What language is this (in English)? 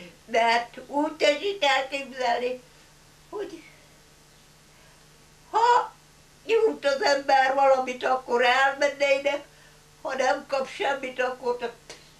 Hungarian